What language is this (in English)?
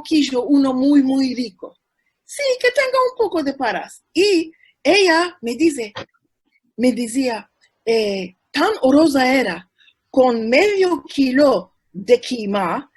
Ladino